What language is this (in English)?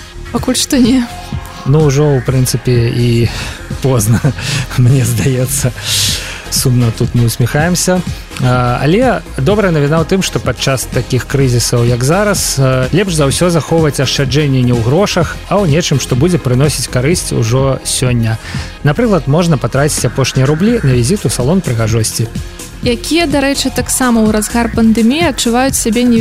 Belarusian